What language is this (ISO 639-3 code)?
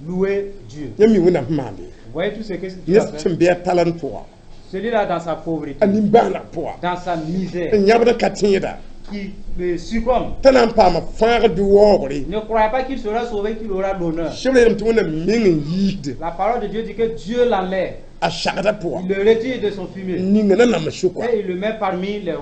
mos